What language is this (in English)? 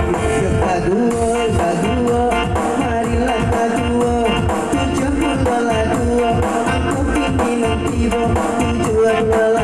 Minangkabau